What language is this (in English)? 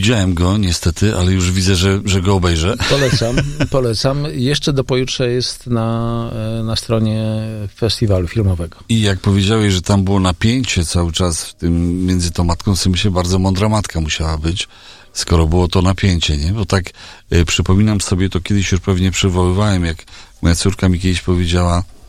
Polish